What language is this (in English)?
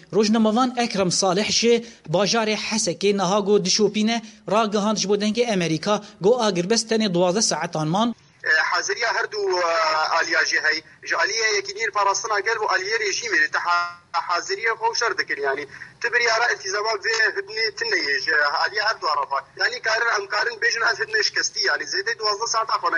Kurdish